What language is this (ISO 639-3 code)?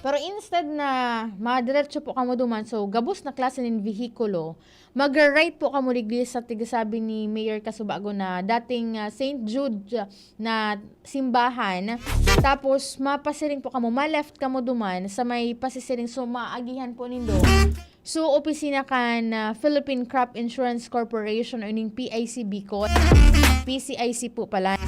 bik